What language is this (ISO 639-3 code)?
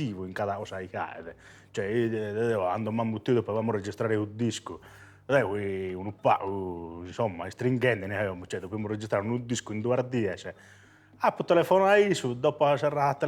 srd